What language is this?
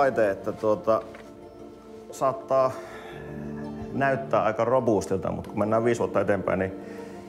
Finnish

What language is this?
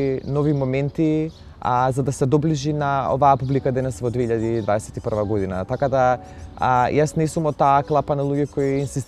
Macedonian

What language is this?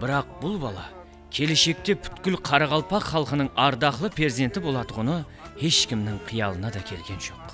Kara-Kalpak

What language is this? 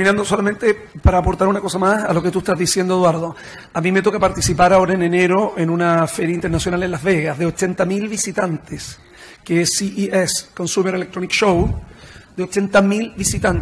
Spanish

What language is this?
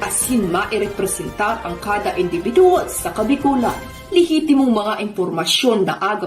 Bikol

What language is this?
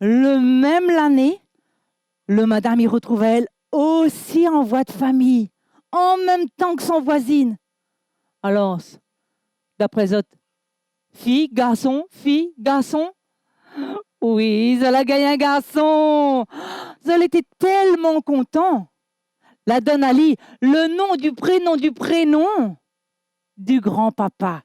Réunion Creole French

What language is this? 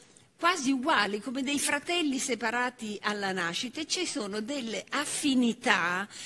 Italian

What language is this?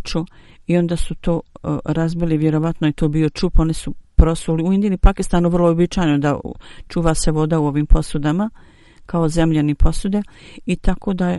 Bosnian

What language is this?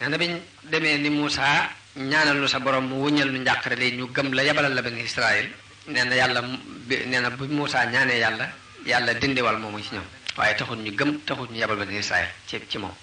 Wolof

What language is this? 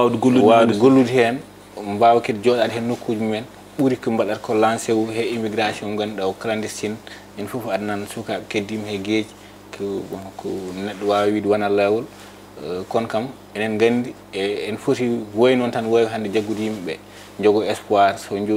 Fula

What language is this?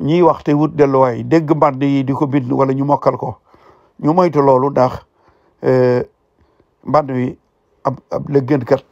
Wolof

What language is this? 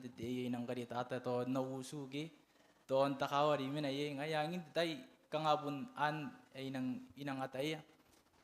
Gilbertese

